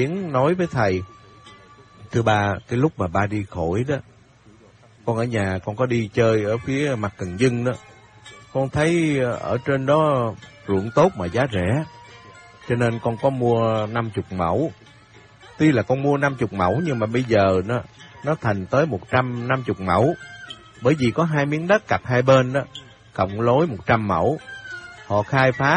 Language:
Vietnamese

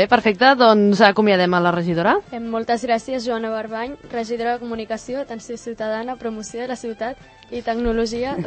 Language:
Catalan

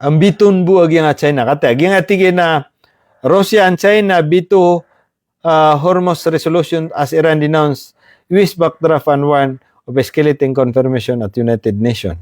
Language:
Maranao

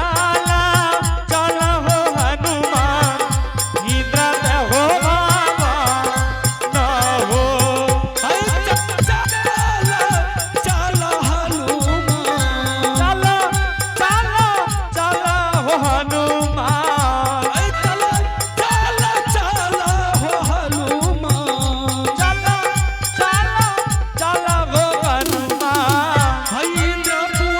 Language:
Angika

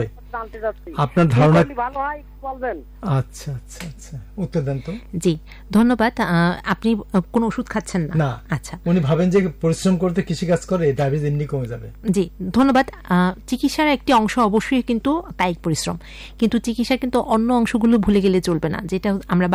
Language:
Bangla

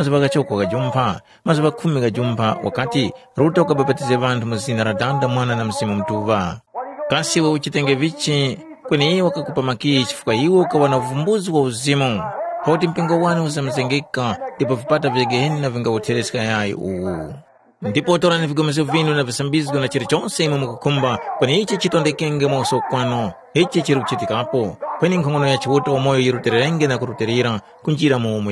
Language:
Tumbuka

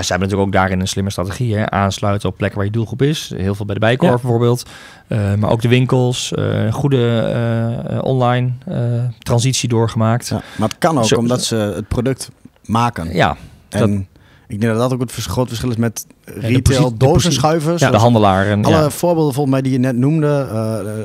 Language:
Dutch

